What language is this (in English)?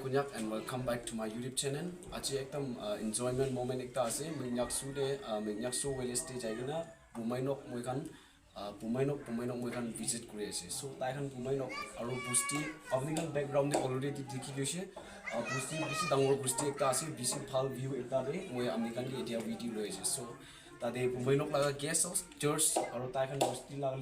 Naga Pidgin